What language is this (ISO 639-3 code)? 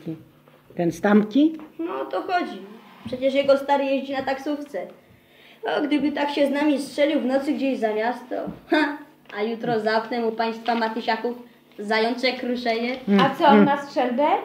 pol